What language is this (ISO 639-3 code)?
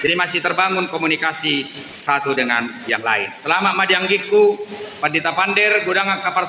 bbc